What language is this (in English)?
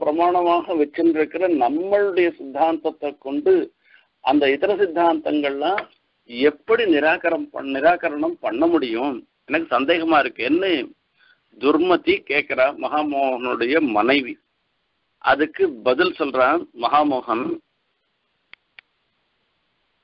Tamil